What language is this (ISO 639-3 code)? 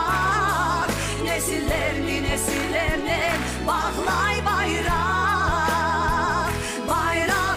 crh